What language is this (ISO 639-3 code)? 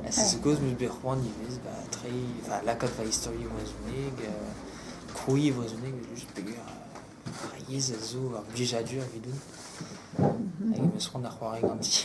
bre